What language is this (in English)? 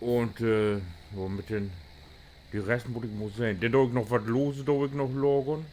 Low German